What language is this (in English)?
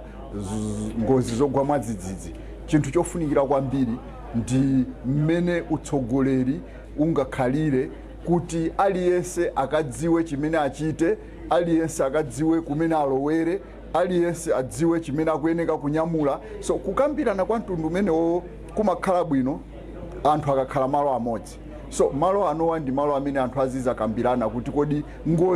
Nyanja